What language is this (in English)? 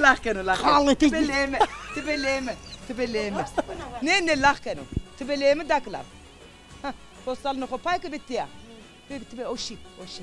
Zaza